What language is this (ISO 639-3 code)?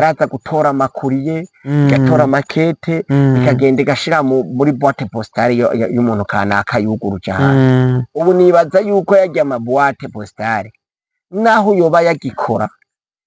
run